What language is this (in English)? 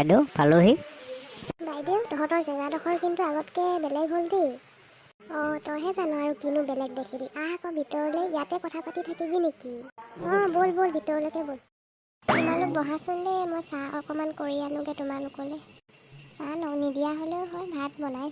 Assamese